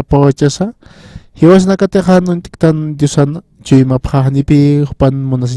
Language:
Aymara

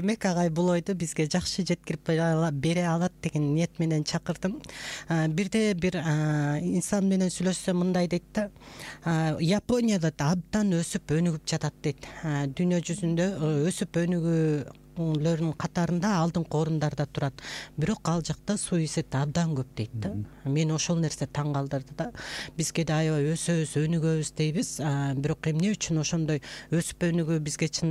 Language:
Kyrgyz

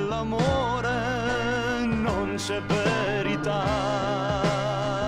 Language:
Italian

